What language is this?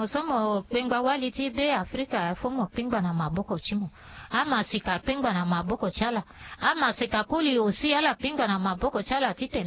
Sango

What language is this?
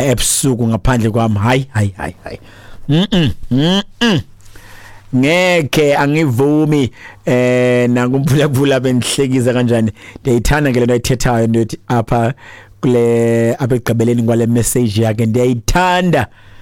Xhosa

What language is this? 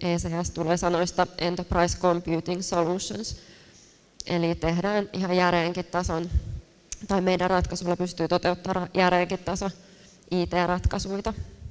Finnish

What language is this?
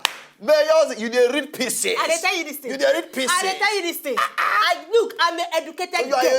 Nigerian Pidgin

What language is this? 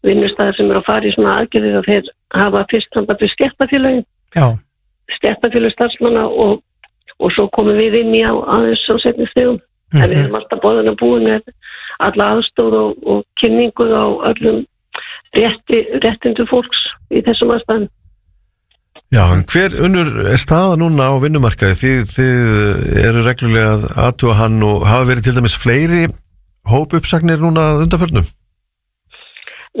Icelandic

